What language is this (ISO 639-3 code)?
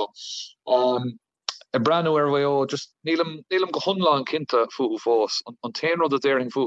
gle